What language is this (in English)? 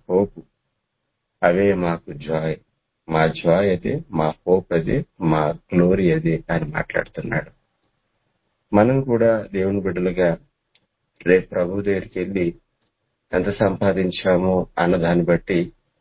Telugu